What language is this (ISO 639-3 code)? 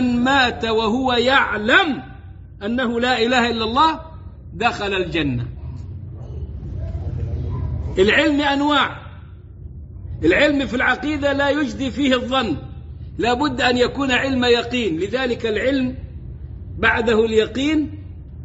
ara